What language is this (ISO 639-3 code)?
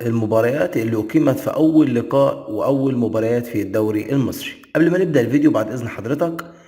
arz